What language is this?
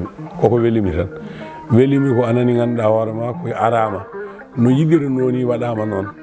Fula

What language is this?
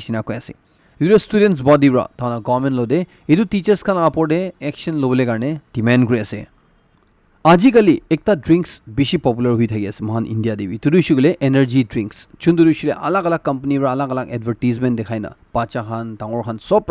Naga Pidgin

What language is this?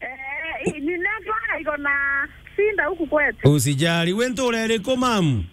Meru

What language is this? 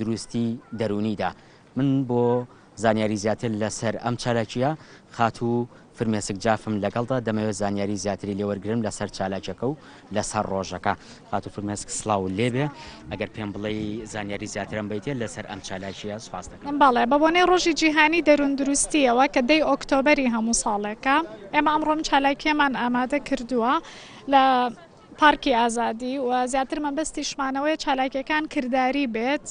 Central Kurdish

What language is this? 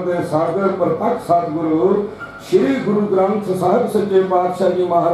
Punjabi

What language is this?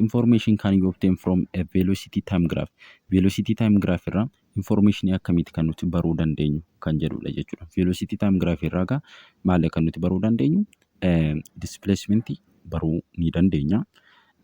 Oromo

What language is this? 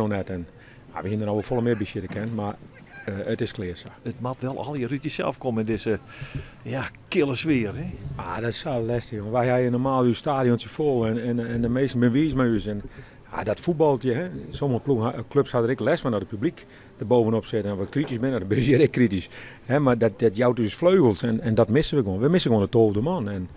Western Frisian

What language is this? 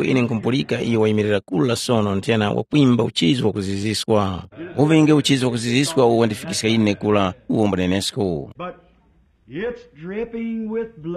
Tumbuka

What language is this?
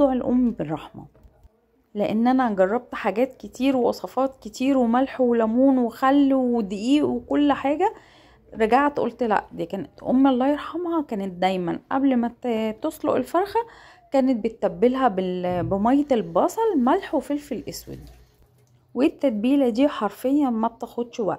Egyptian Arabic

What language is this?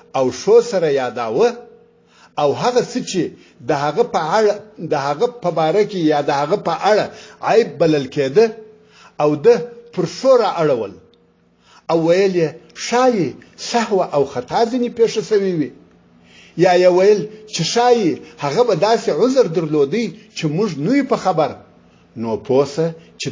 Pashto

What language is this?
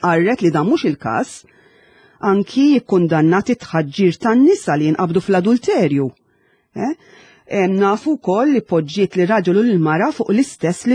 Maltese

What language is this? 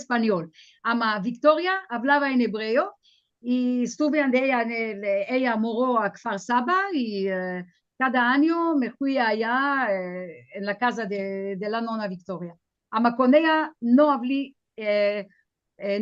Ladino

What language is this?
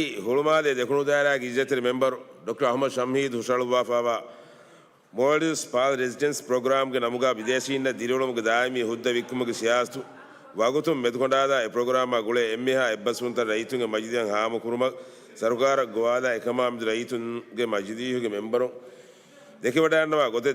Divehi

